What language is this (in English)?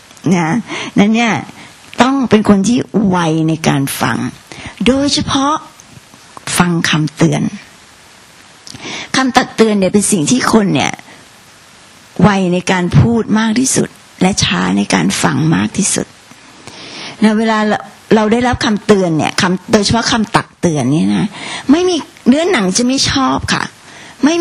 Thai